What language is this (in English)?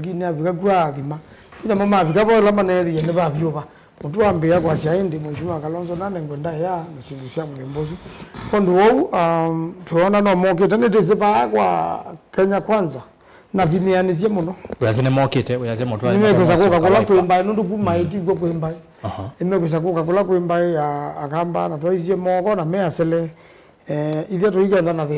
Kamba